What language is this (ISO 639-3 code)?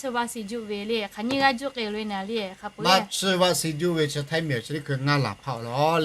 lhu